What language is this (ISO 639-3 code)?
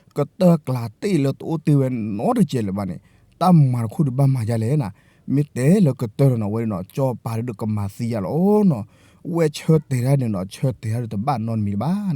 ksw